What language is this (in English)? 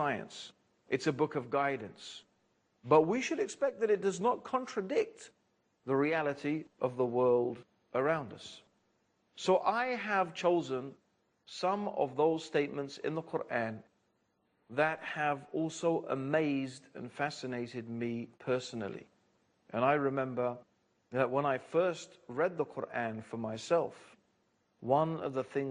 English